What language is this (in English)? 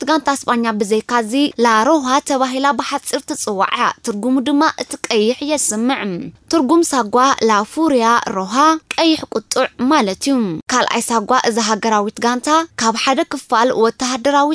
Tigrinya